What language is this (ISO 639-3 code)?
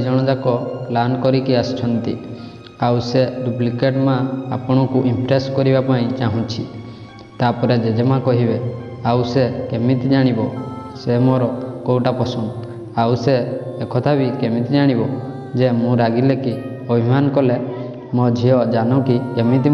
ori